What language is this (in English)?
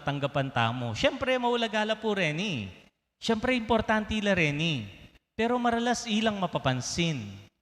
Pampanga